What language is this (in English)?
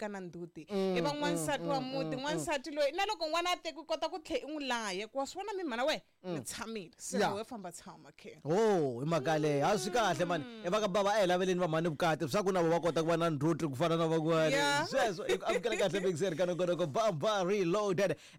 Tsonga